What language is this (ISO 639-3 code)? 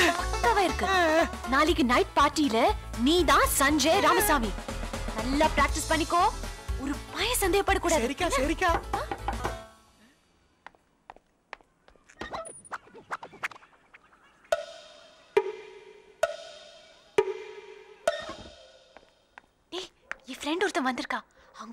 tam